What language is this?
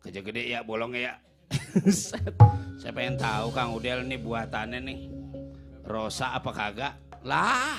Betawi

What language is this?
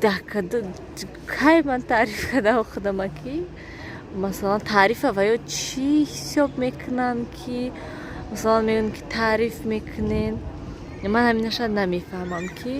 Tajik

